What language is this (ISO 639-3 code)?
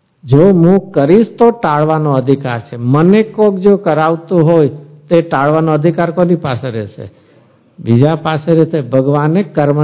guj